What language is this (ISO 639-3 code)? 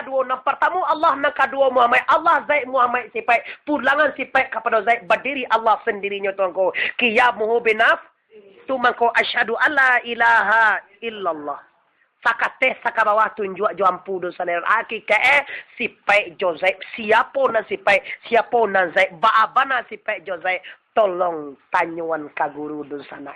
min